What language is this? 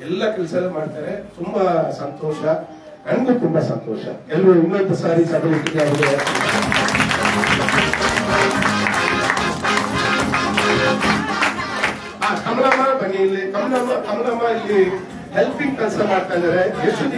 Kannada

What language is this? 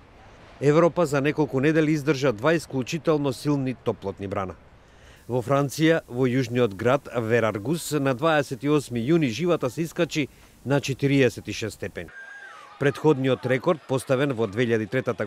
Macedonian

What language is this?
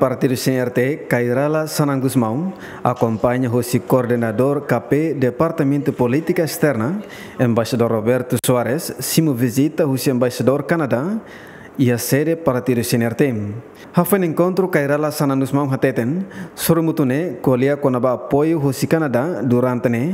Tetum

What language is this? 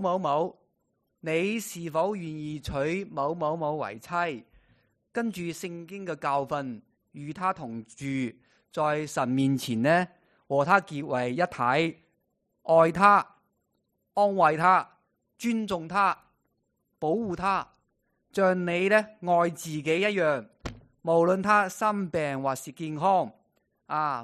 Cantonese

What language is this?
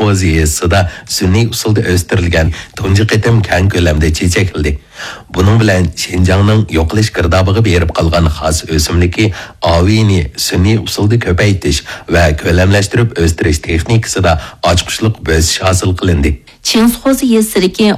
Uyghur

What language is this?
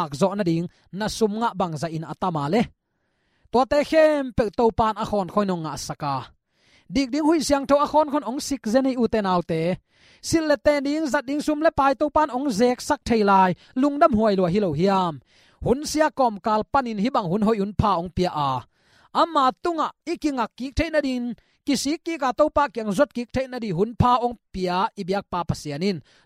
Tedim Chin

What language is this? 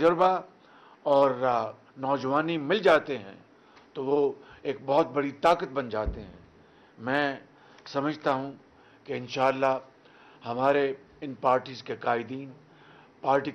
Urdu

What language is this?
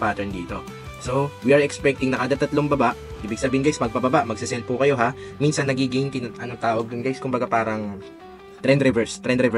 Filipino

